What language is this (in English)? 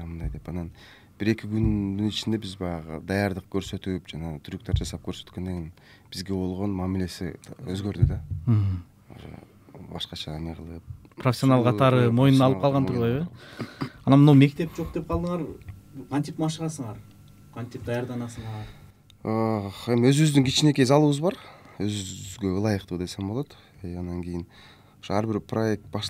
Kyrgyz